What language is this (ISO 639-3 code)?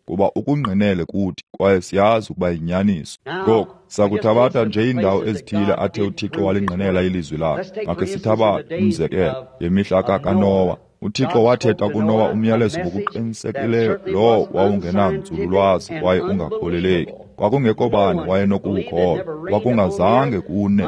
xho